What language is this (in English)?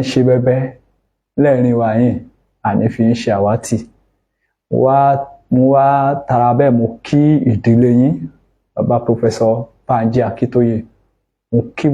Yoruba